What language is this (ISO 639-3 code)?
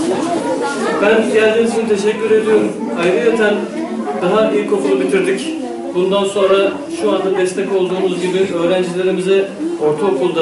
tur